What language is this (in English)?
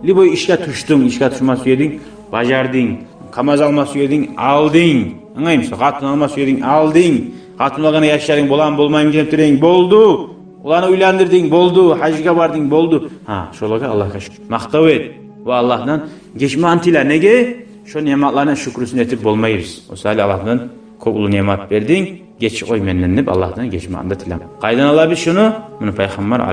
Kumyk